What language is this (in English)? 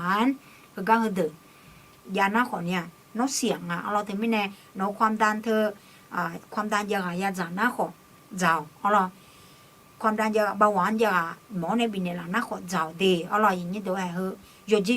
Akha